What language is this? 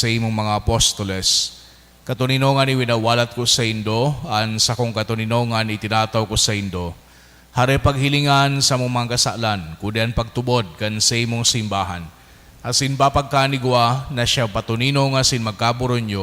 Bikol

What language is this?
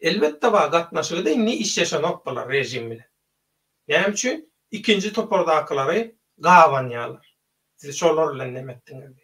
Turkmen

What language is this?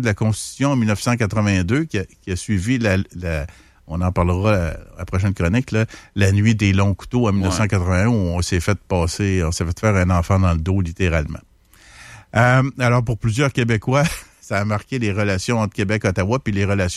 French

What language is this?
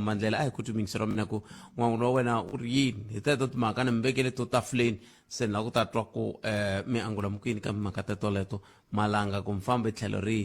Tsonga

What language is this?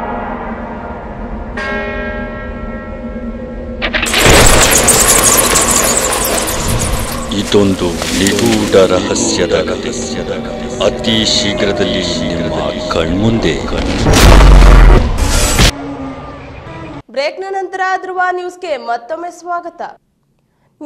Kannada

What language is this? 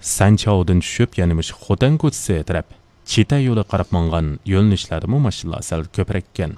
Uyghur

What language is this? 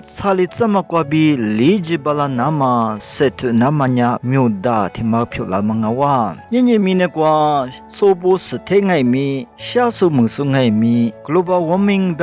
Lisu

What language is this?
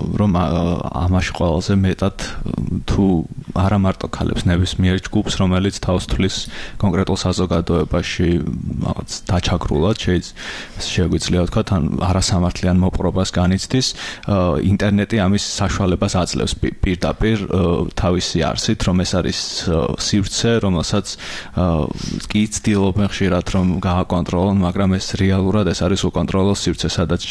Georgian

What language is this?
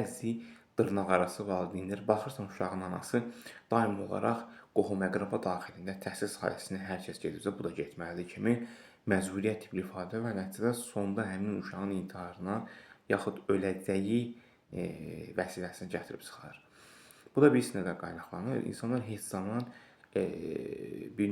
Azerbaijani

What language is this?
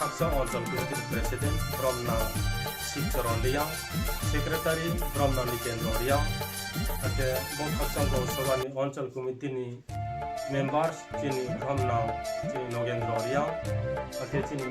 Riang (India)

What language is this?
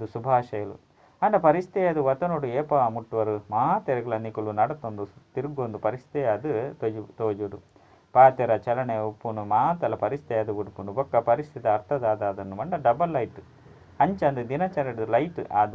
Tulu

